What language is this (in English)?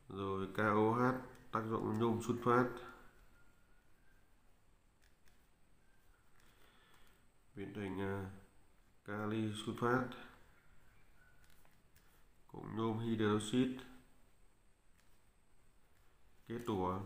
Vietnamese